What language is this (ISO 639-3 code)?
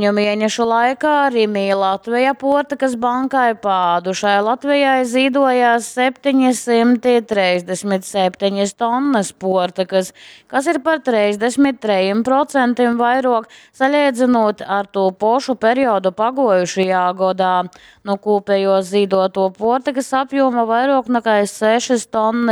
ltg